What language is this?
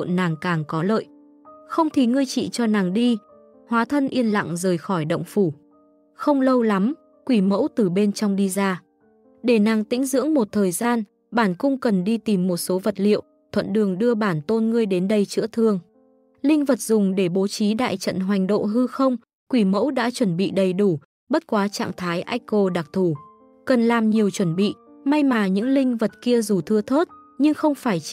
Vietnamese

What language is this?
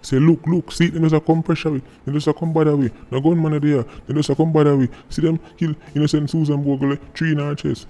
Jamaican Creole English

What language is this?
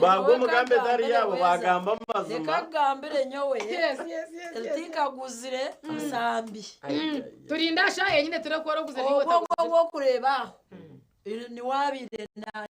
Nyankole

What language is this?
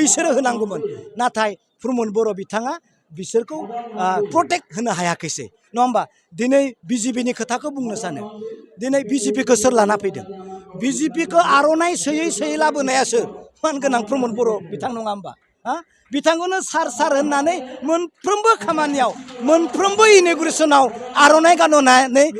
Bodo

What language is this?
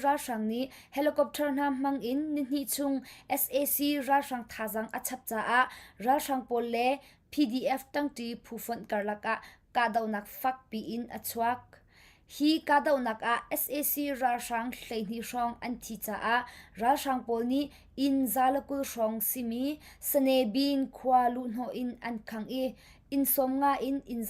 Hakha Chin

